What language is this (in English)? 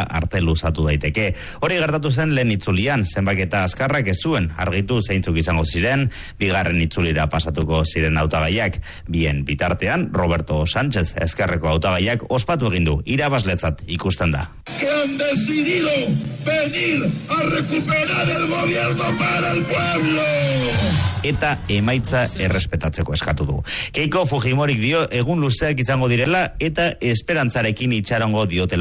Basque